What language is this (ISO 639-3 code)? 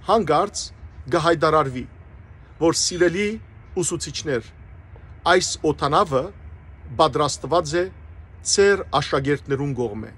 hyw